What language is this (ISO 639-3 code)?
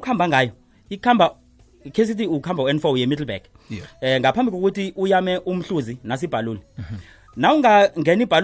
nbl